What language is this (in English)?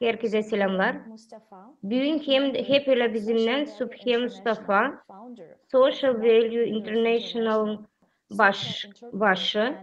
Gagauz